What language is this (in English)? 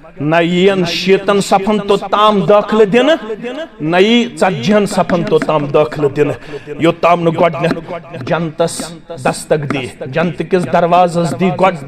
Kashmiri